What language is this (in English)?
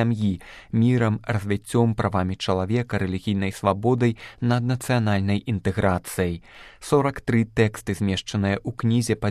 Belarusian